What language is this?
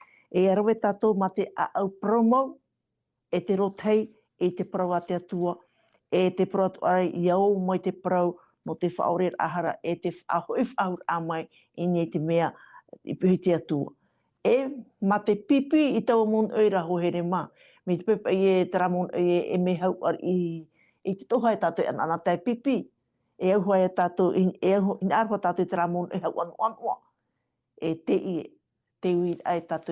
Tahitian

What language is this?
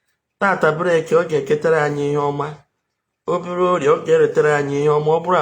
Igbo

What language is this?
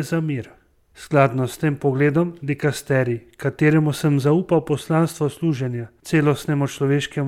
Slovenian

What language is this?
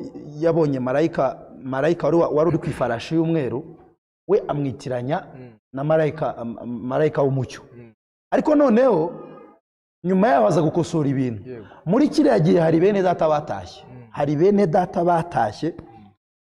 Kinyarwanda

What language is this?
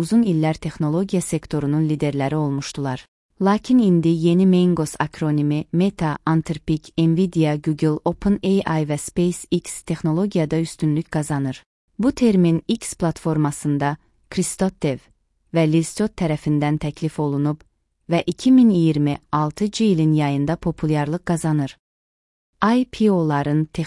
Azerbaijani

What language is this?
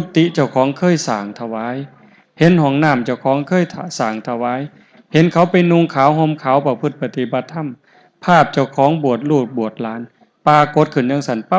Northeastern Thai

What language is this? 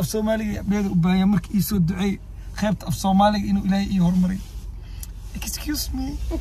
Somali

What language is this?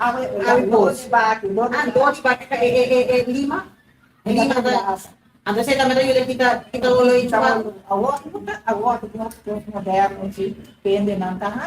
Papiamento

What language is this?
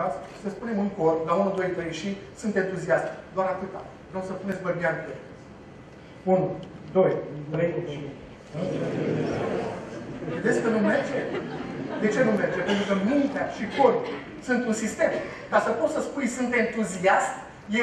Romanian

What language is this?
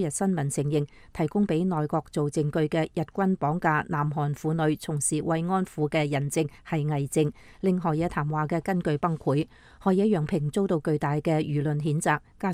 Cantonese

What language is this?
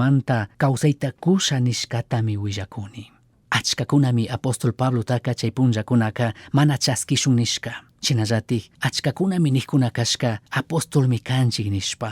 Chimborazo Highland Quichua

